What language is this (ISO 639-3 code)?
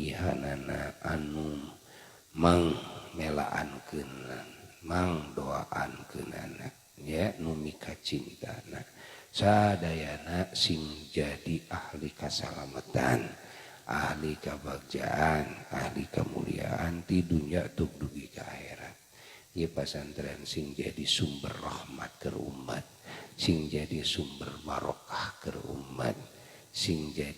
sun